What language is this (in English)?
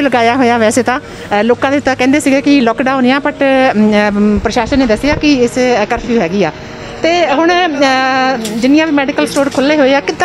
Punjabi